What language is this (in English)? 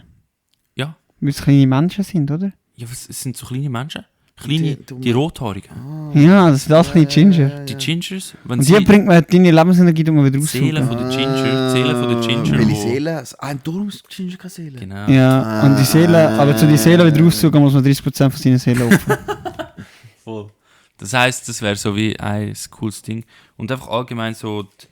Swiss German